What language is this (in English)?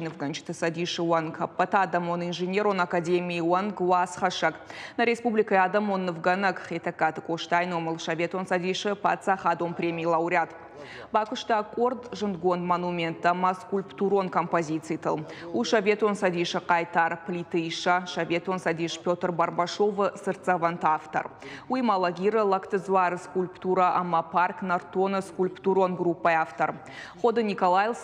Ossetic